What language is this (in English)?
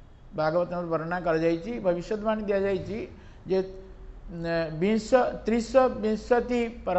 Odia